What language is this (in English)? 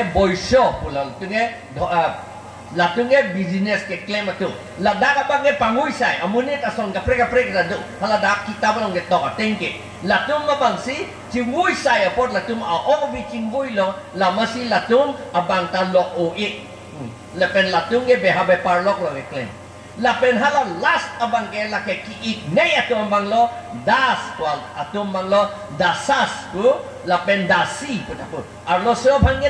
Karbi